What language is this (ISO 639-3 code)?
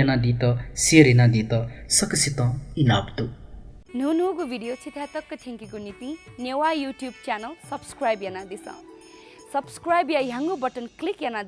new